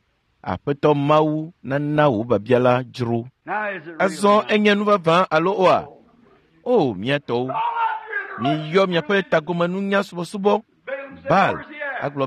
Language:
Ewe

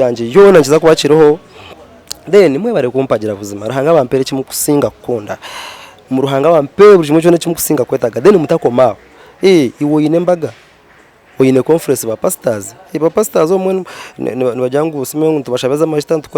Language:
Nyankole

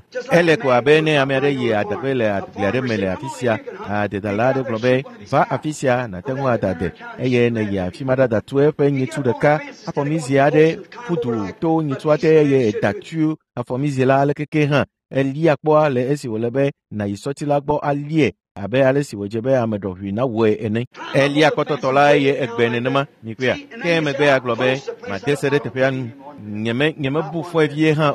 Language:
Ewe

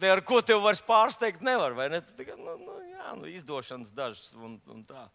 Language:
Latvian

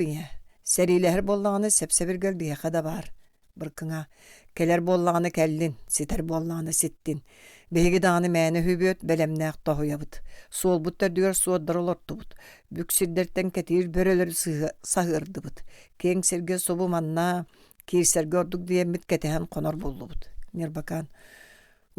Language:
Yakut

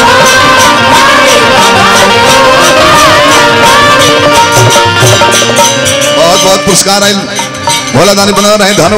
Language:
Bhojpuri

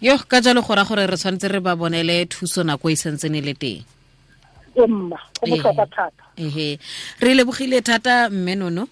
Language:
Tswana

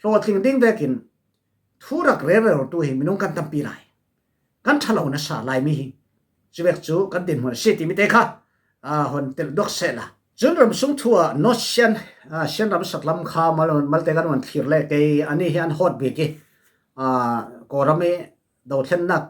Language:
Falam Chin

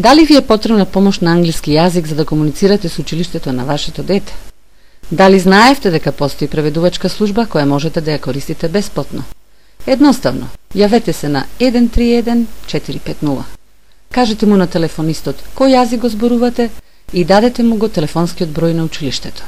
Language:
Macedonian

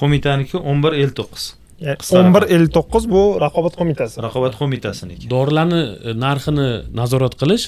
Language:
Uzbek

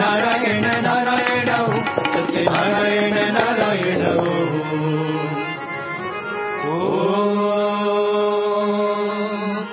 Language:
Telugu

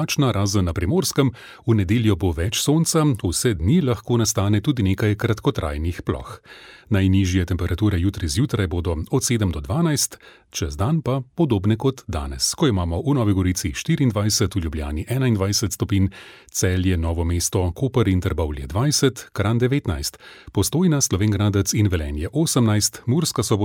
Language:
Slovenian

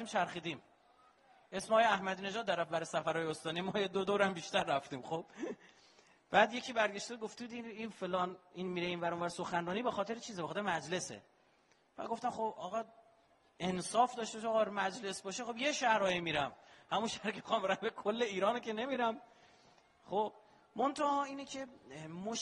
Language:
Persian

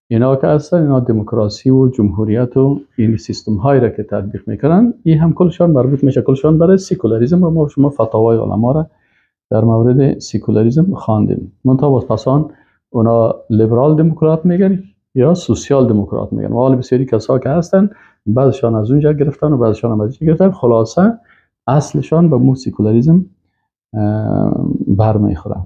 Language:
Persian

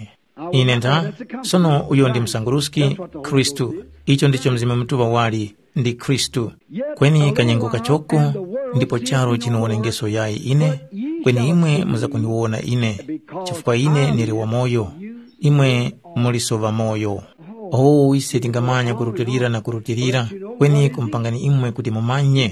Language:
Tumbuka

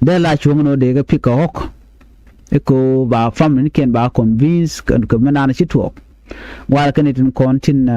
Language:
Nuer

